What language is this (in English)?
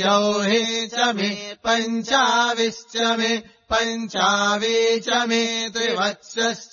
Sanskrit